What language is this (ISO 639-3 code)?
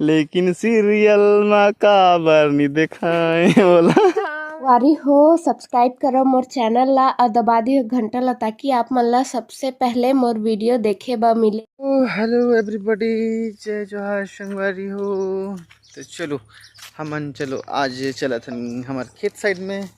hne